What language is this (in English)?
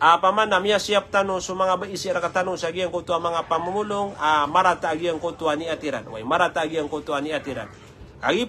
Maranao